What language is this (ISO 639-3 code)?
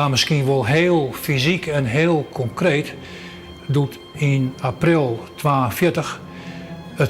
fry